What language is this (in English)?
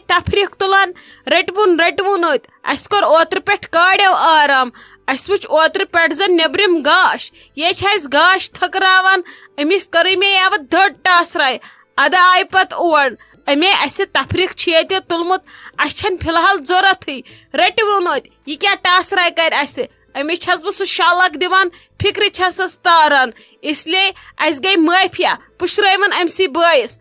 Kashmiri